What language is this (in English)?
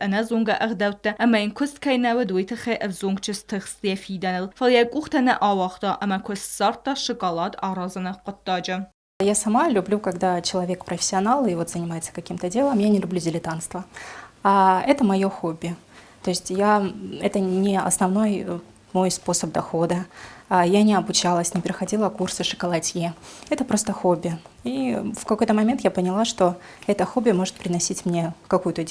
Ossetic